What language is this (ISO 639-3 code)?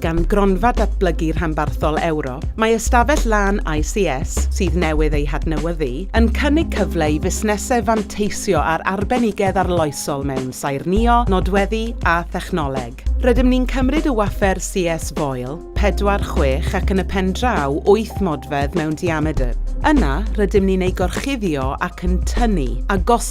cym